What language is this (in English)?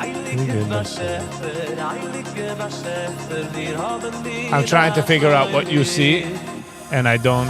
Yiddish